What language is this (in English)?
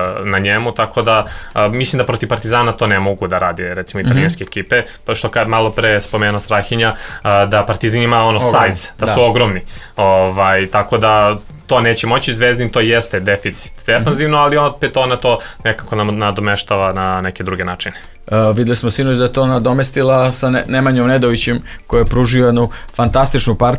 Serbian